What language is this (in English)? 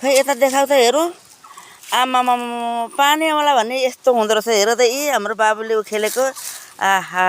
Nepali